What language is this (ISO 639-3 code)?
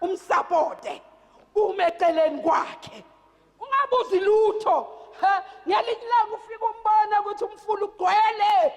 zul